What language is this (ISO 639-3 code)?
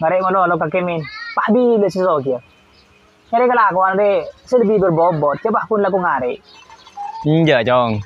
mad